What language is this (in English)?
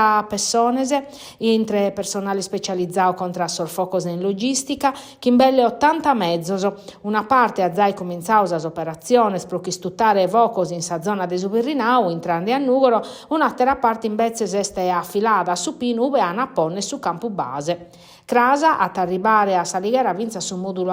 Sardinian